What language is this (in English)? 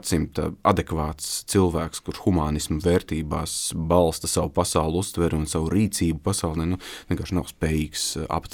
Latvian